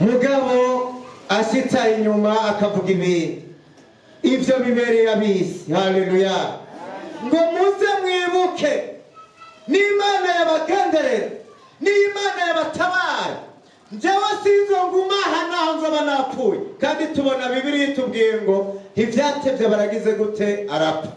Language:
Rundi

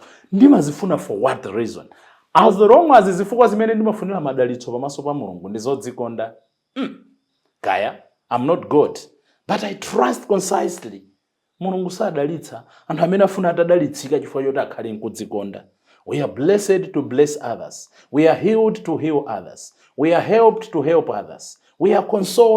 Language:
Nyanja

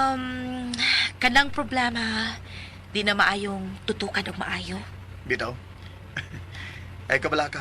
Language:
Cebuano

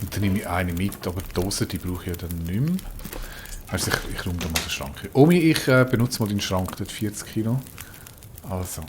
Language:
Swiss German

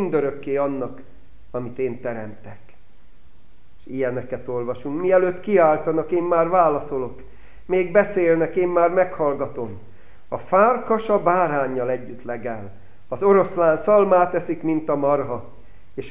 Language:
Hungarian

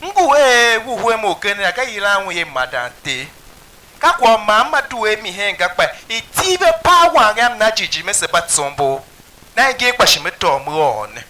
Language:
Tiv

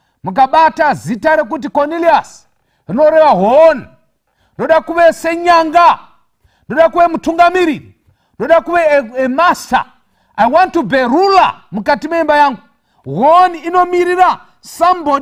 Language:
Shona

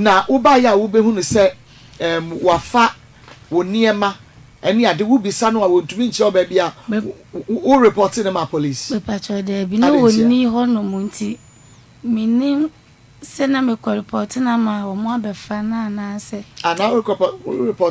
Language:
Akan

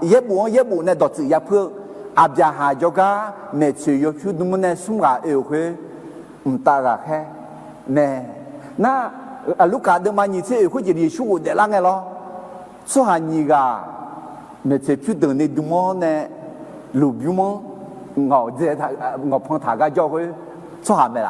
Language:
Akha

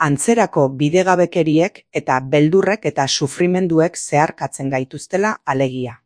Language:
Basque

